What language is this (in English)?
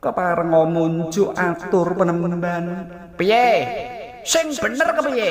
Javanese